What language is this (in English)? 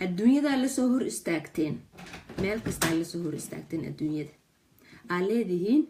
Somali